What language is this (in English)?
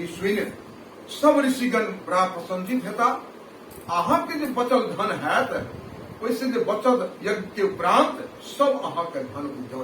Maithili